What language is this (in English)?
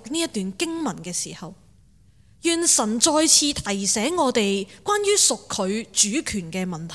Cantonese